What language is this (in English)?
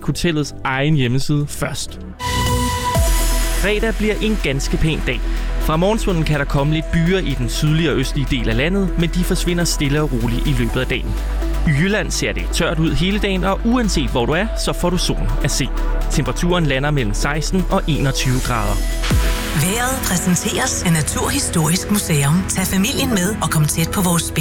Danish